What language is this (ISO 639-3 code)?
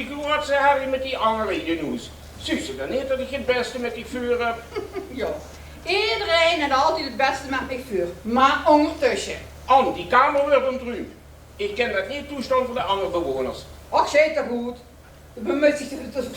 lim